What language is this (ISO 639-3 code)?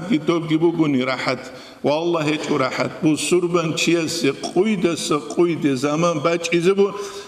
ava